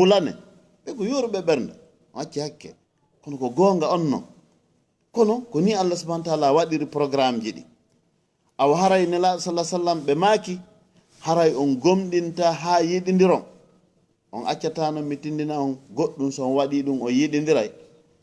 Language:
Fula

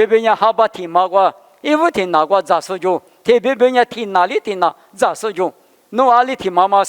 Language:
Lisu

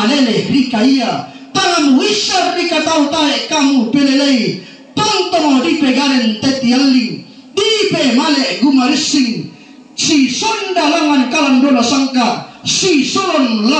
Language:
Toraja-Sa'dan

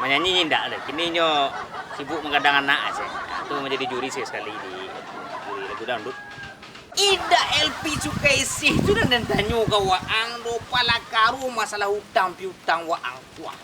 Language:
Minangkabau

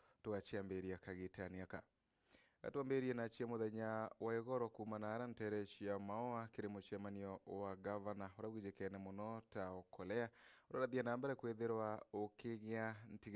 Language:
Meru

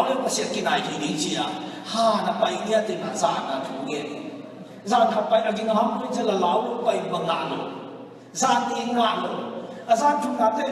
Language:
Tedim Chin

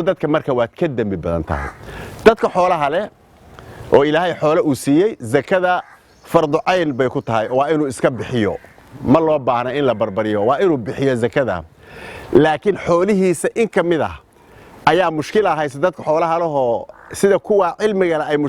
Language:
Somali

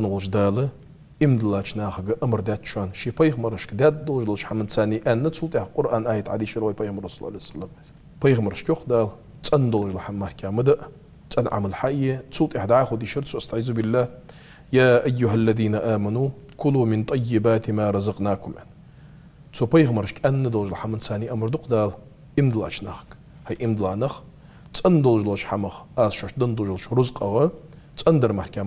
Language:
Ingush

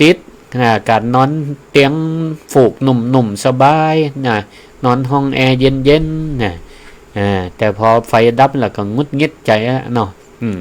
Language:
Northern Thai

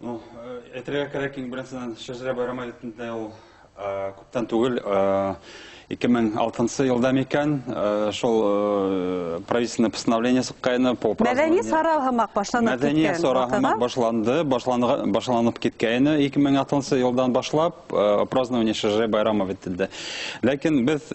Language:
Bashkir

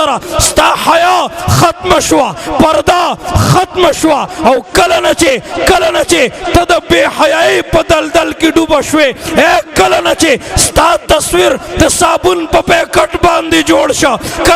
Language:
Pashto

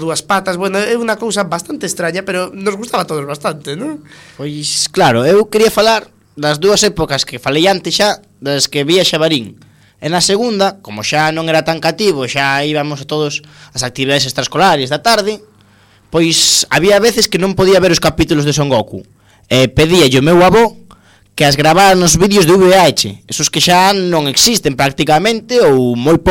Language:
Galician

